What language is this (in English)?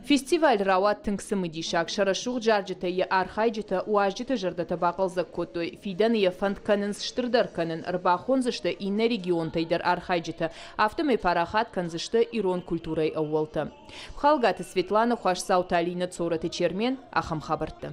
Ossetic